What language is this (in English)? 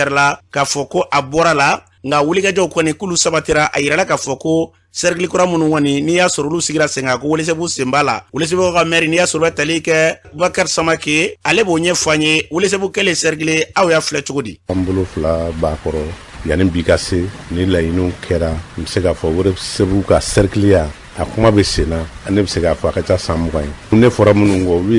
Bambara